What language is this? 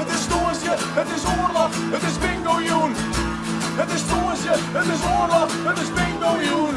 Western Frisian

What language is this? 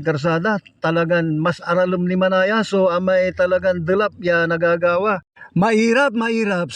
Pangasinan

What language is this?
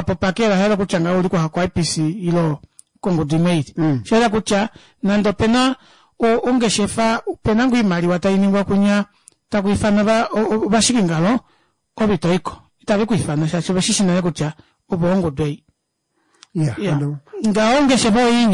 Kuanyama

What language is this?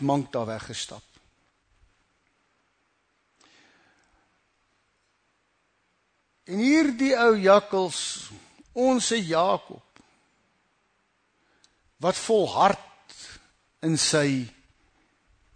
Afrikaans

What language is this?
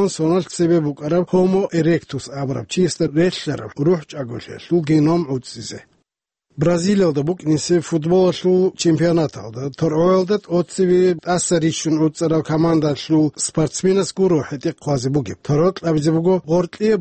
Avaric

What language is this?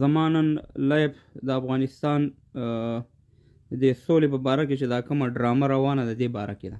Pashto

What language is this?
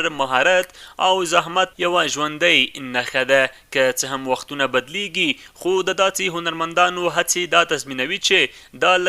Pashto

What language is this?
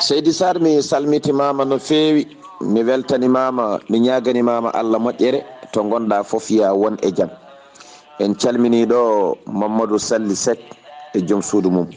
Fula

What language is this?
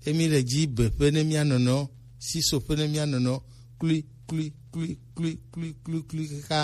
Gen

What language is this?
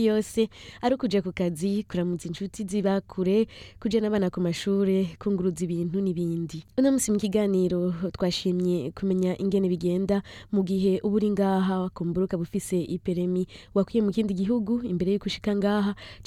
Rundi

